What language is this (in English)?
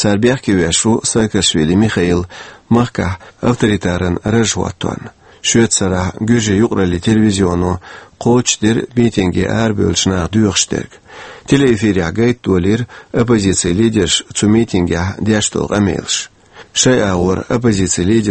Chechen